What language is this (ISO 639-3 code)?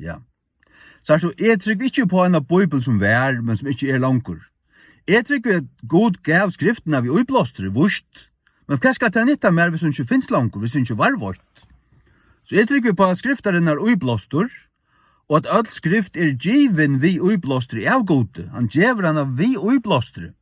fao